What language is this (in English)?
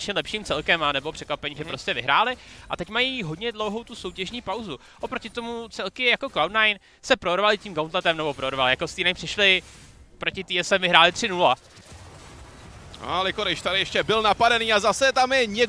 Czech